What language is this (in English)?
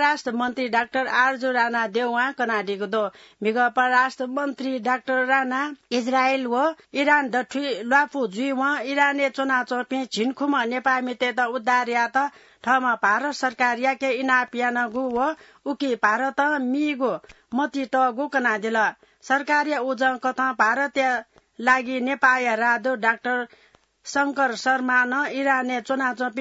Newari